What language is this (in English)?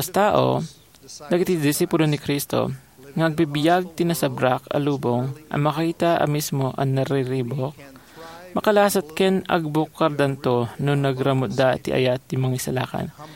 Iloko